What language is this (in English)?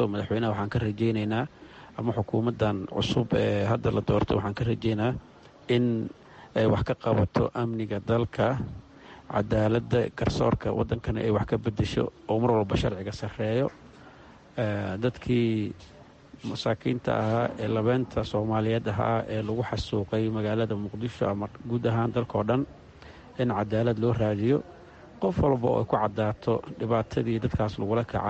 Somali